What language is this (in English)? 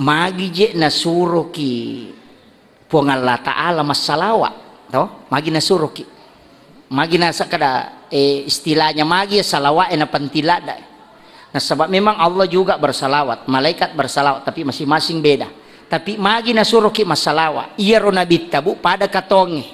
Buginese